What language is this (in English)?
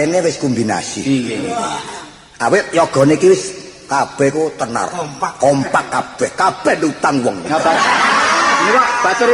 Javanese